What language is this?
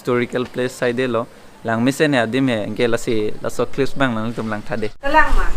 Karbi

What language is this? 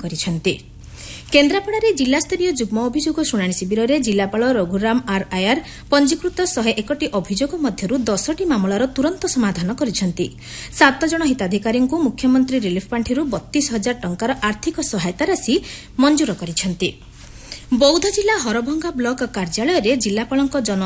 Odia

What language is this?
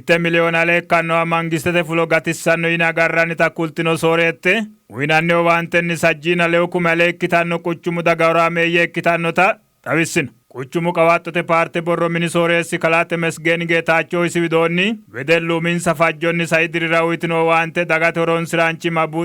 Sidamo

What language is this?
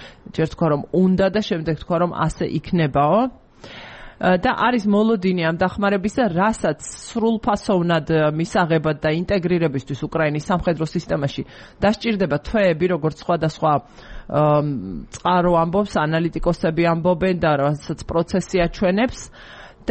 Georgian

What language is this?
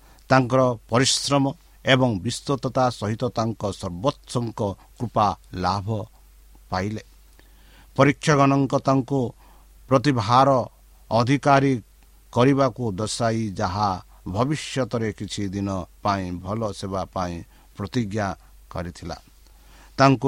Odia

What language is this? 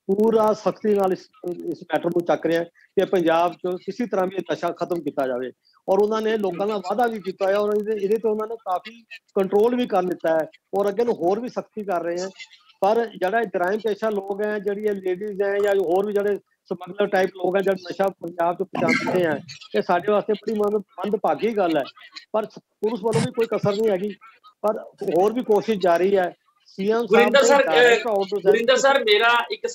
Punjabi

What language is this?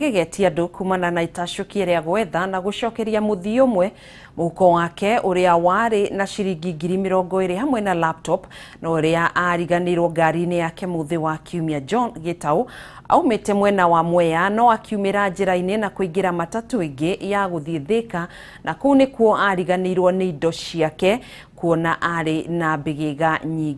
Kikuyu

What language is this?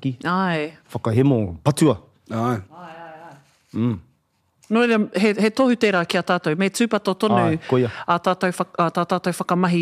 Māori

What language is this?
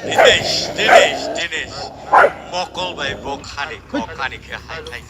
Kok Borok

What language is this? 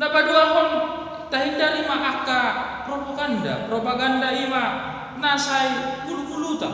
Batak Toba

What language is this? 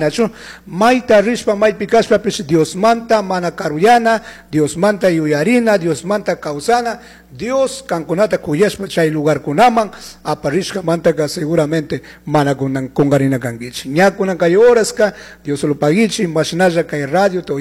Chimborazo Highland Quichua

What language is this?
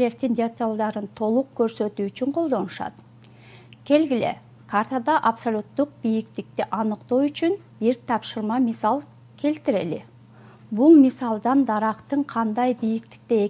Kyrgyz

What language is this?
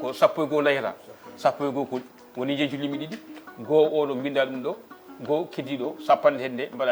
Fula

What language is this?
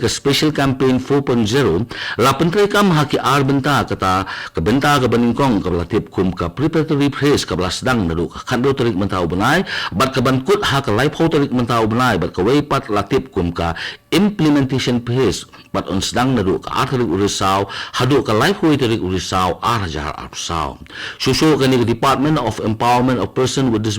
Khasi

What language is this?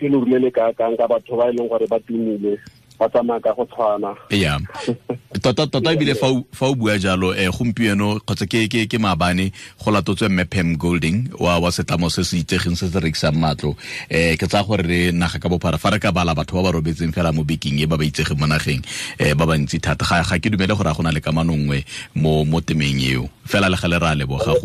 Tswana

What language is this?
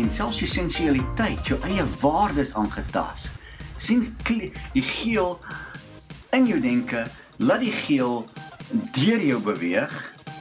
Afrikaans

